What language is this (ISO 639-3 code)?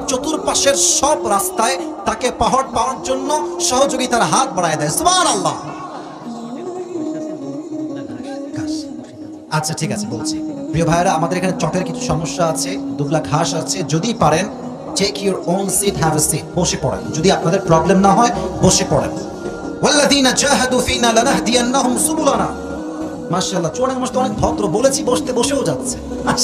ben